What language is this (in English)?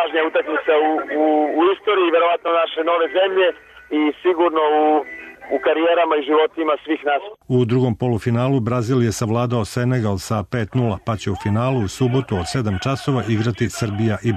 Serbian